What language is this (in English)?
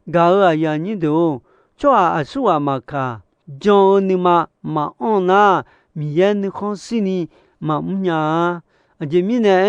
Akha